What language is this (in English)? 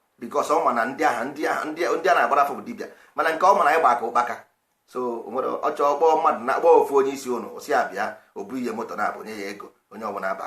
Igbo